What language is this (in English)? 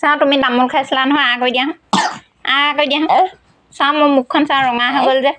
Assamese